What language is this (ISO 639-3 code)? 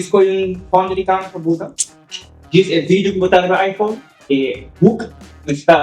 pap